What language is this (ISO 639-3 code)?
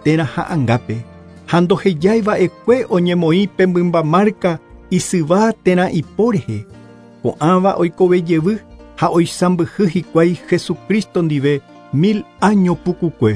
grn